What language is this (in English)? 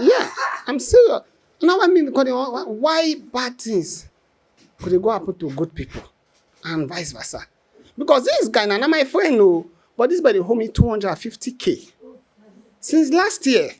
Nigerian Pidgin